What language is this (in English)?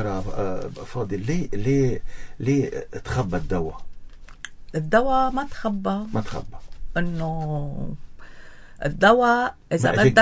North Levantine Arabic